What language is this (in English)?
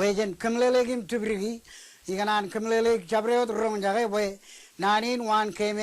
Marshallese